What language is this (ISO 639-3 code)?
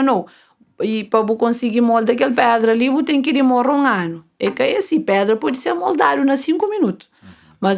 kea